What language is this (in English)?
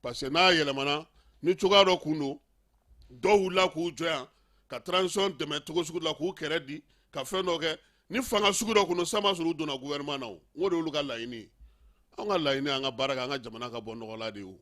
Bambara